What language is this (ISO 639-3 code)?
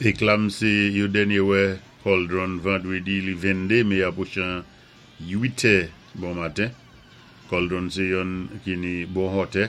acf